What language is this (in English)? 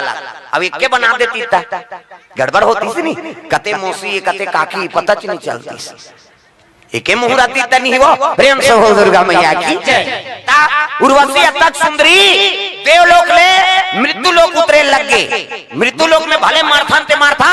Chhattisgarhi